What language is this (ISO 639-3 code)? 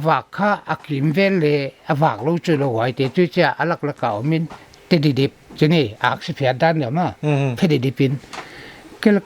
pck